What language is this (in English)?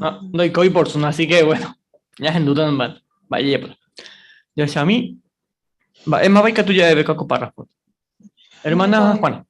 Guarani